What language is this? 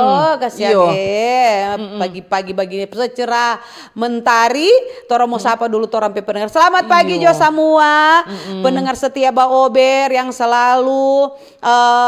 Manado Malay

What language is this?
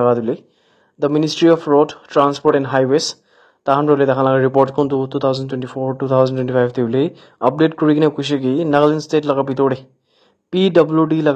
Naga Pidgin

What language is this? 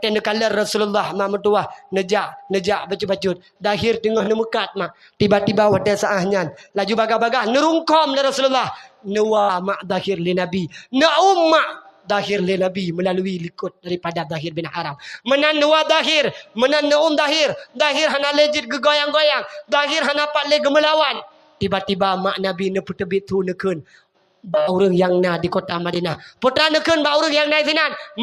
Achinese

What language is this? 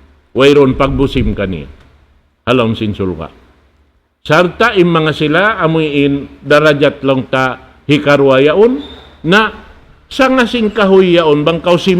Tausug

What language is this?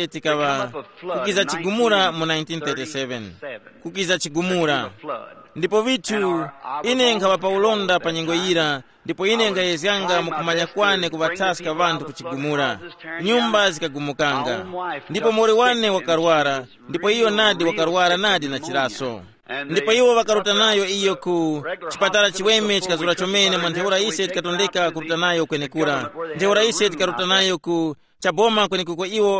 Tumbuka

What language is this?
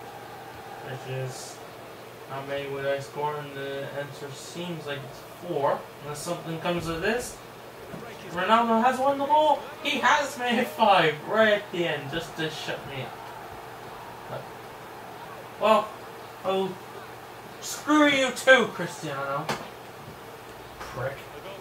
English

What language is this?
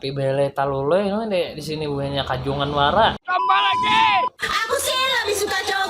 Banjar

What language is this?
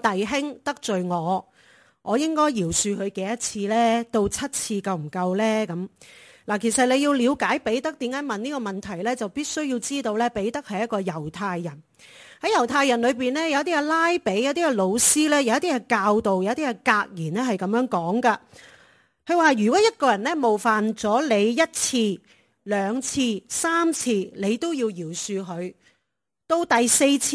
Cantonese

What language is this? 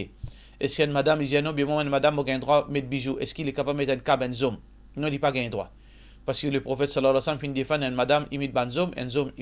Morisyen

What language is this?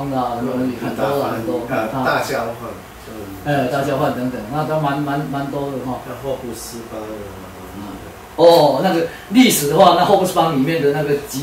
Chinese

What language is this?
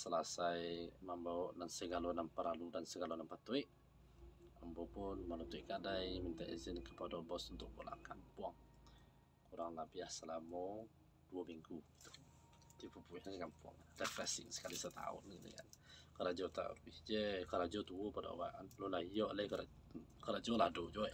Minangkabau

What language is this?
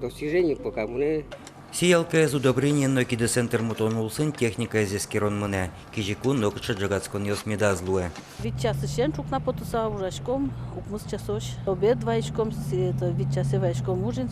Udmurt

